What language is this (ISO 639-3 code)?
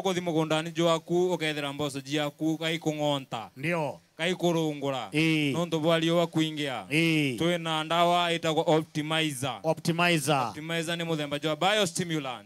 mer